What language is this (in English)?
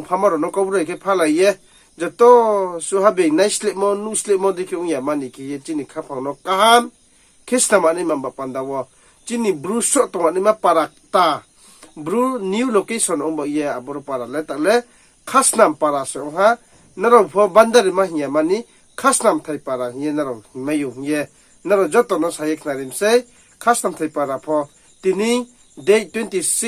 Riang (India)